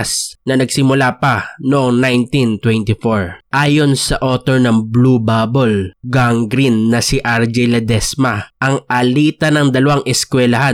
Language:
Filipino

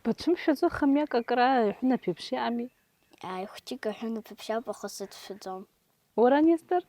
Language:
Abkhazian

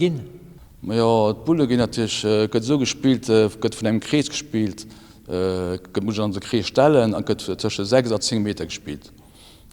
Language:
Luxembourgish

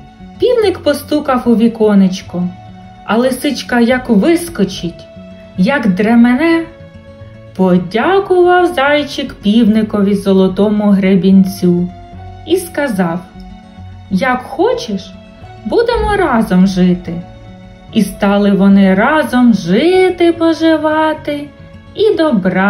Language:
Ukrainian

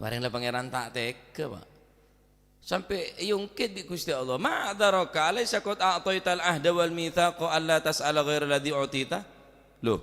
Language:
Madurese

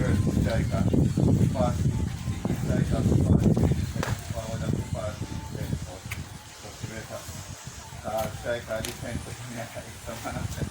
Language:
Jamaican Creole English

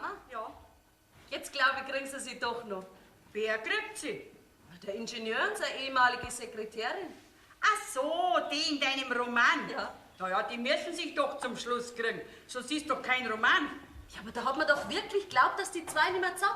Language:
Bavarian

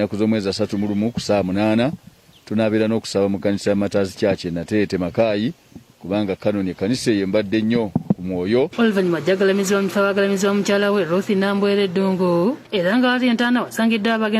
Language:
Ganda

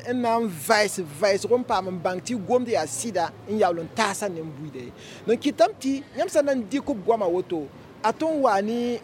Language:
Mossi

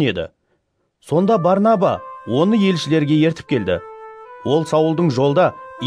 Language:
Kara-Kalpak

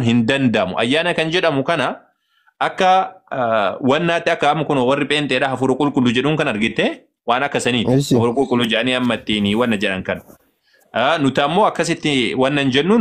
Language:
Oromo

